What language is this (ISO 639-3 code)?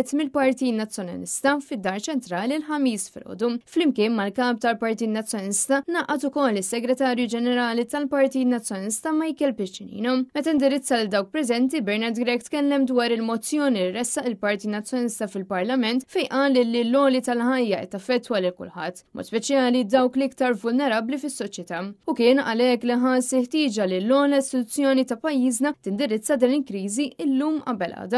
mlt